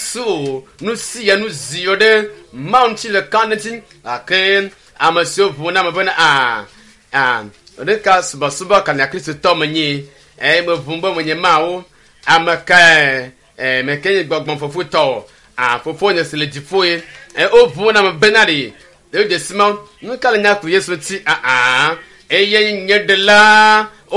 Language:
Ewe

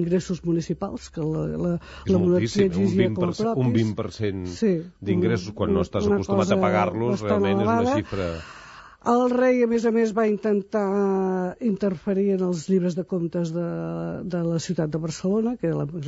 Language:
Catalan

